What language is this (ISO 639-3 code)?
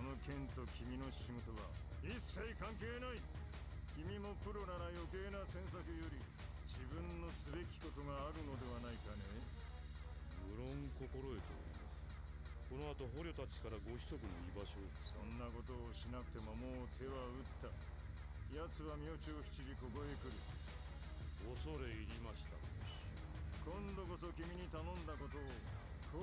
jpn